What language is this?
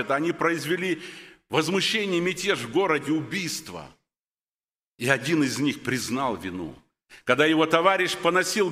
Russian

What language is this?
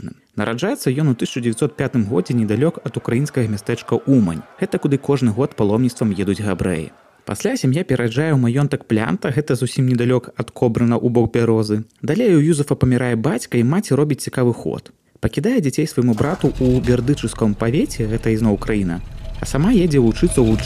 Belarusian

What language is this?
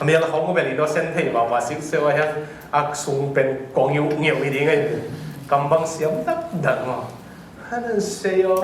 Tedim Chin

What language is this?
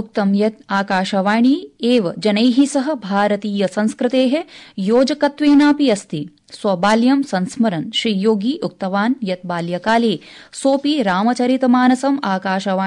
Sanskrit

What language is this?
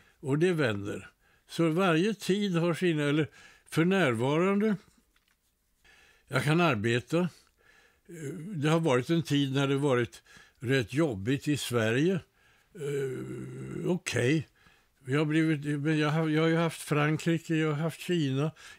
Swedish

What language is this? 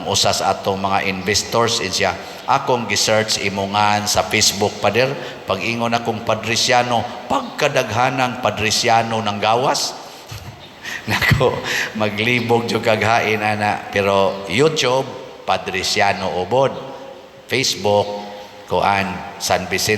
Cebuano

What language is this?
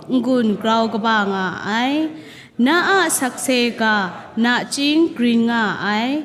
Kachin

